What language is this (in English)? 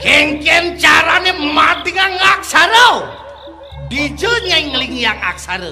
Balinese